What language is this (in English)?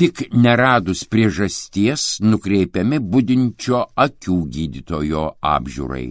Lithuanian